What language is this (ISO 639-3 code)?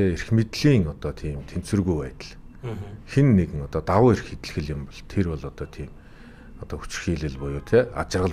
mon